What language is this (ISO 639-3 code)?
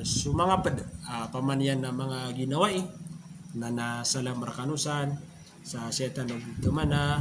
mrw